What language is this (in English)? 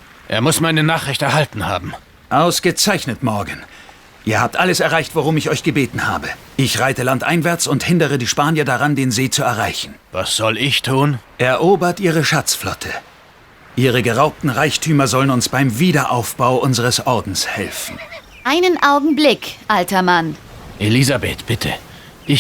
Bavarian